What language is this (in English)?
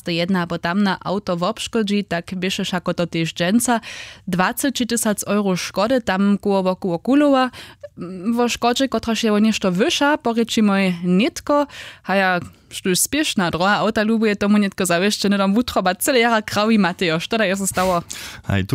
Upper Sorbian